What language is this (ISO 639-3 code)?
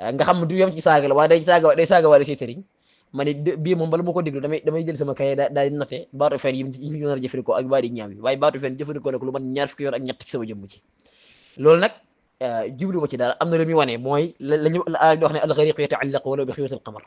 wol